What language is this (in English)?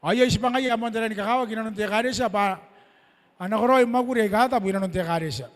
Gilbertese